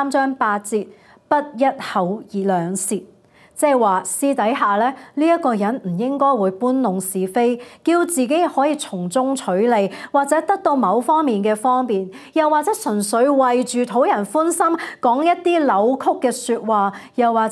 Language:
Cantonese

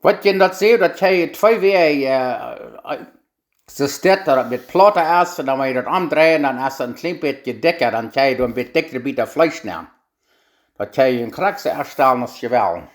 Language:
Plautdietsch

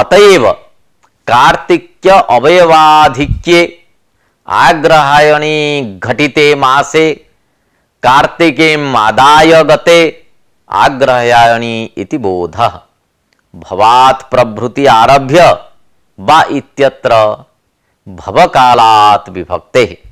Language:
Sanskrit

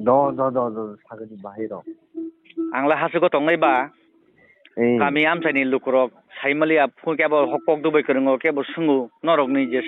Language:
Kok Borok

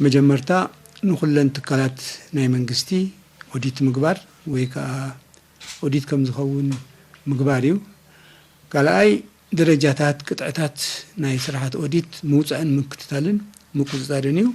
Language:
Tigrinya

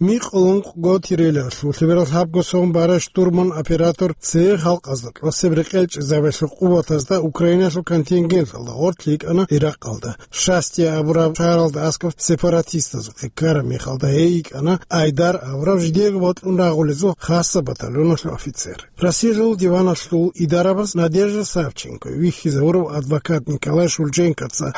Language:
Avaric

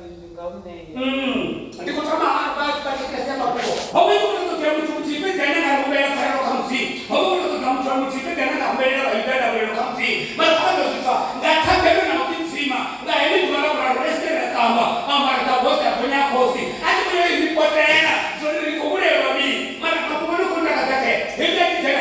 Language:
Venda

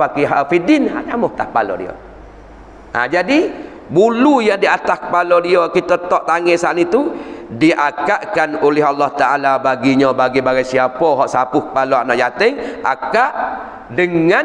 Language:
Malay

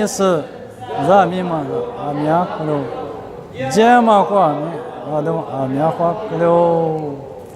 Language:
Lisu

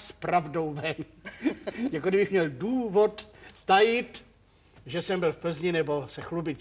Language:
Czech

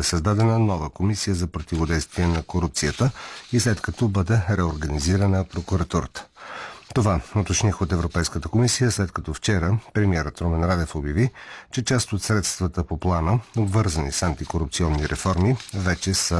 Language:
Bulgarian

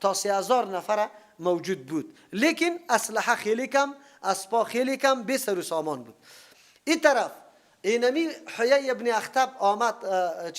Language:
Persian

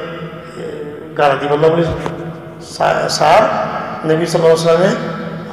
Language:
Rohingya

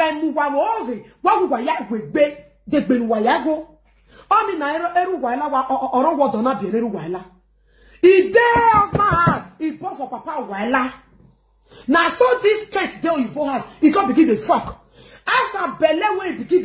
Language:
Nigerian Pidgin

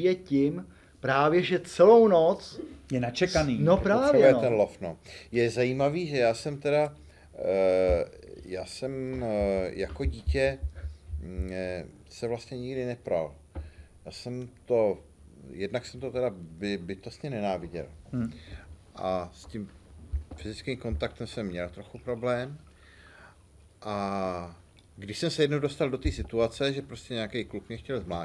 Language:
Czech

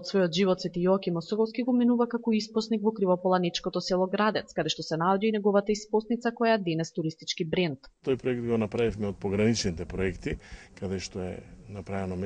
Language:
Macedonian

